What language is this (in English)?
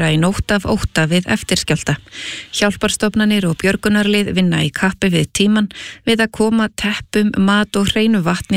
Icelandic